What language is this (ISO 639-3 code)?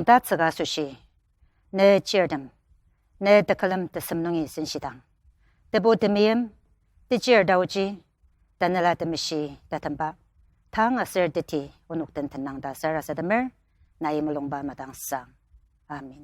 njo